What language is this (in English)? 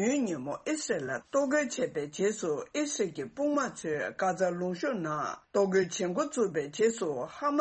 Tibetan